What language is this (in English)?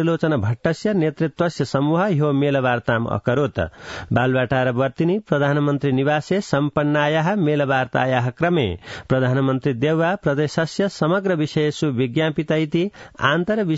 Sanskrit